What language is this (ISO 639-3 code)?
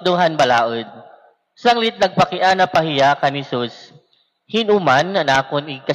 war